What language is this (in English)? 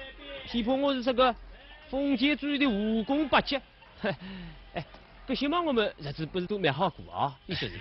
Wu Chinese